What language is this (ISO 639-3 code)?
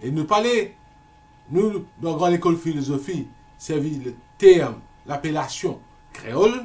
mfe